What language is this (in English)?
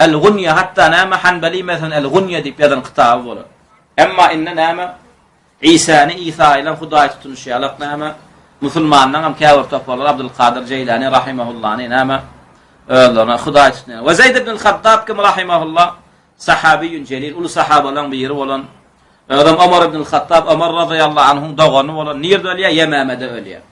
Turkmen